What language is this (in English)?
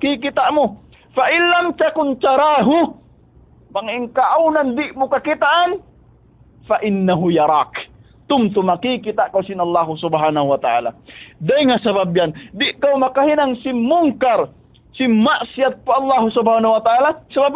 Tausug